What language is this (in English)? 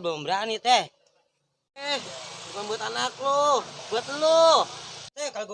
Betawi